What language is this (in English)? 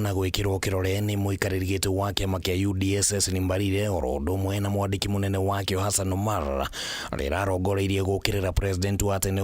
Kikuyu